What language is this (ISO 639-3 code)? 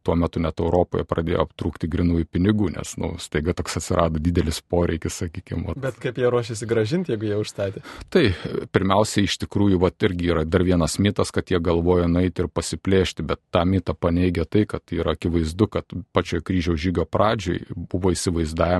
lit